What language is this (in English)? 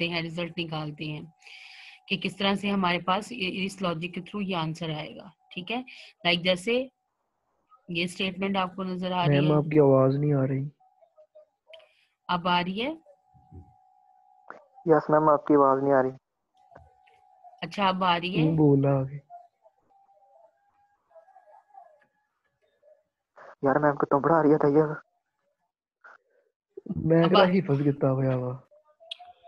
Hindi